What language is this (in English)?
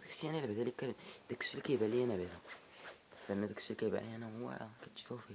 Moroccan Arabic